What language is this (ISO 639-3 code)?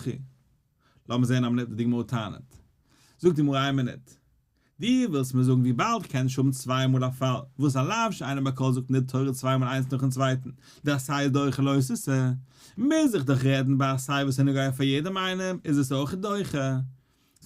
yid